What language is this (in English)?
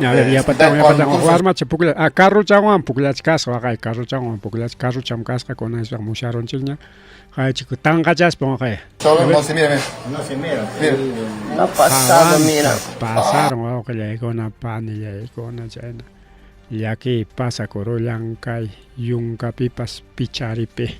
Ayacucho Quechua